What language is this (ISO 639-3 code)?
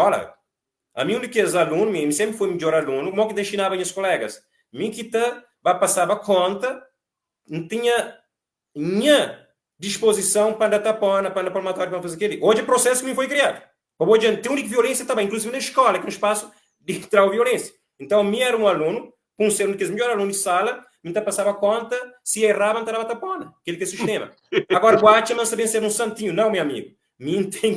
kea